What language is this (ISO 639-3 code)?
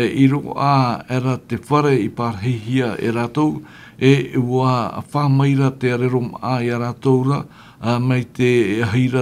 tah